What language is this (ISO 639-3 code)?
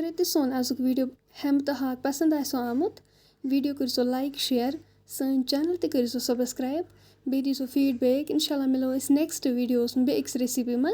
kas